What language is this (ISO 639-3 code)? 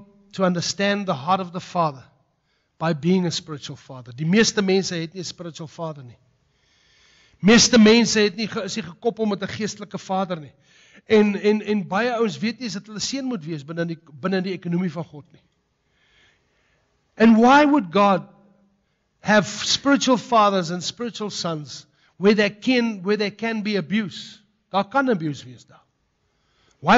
afr